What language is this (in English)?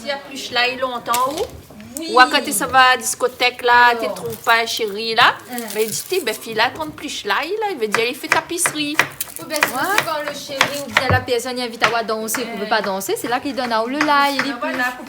Réunion Creole French